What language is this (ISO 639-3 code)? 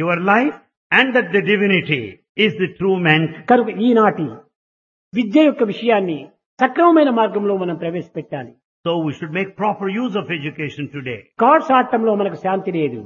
tel